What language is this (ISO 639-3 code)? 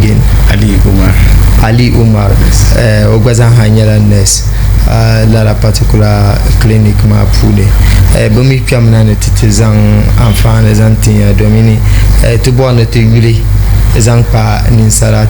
dag